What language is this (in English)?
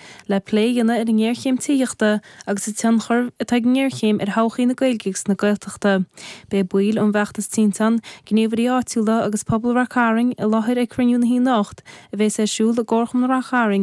Irish